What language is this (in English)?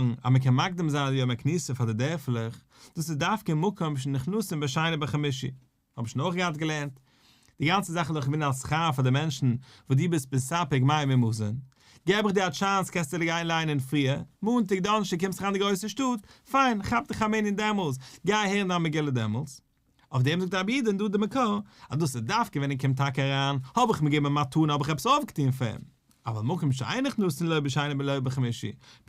Yiddish